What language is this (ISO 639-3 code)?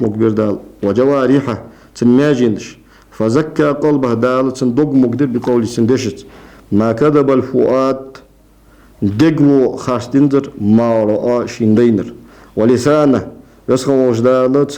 inh